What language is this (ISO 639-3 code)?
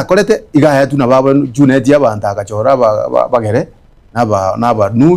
guz